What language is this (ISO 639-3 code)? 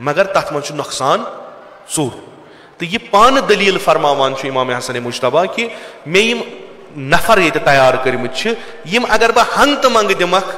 kas